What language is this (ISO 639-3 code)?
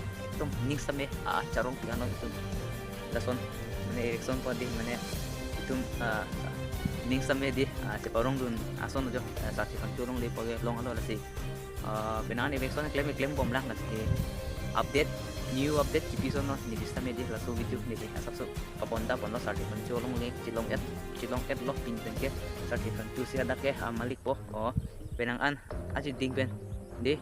mjw